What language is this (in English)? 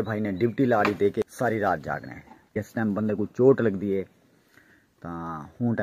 Saraiki